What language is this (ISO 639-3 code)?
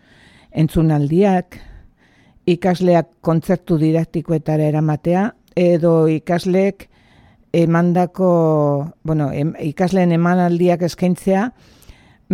eus